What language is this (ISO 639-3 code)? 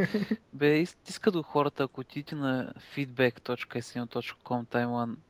bul